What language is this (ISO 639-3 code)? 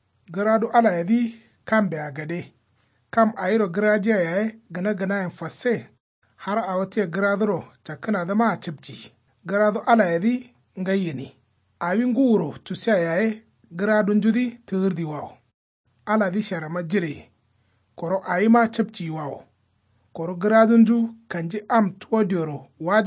kau